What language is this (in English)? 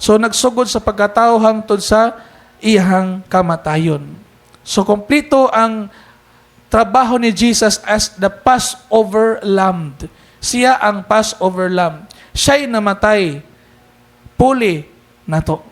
Cebuano